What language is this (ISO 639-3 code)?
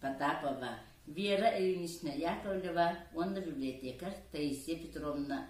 sah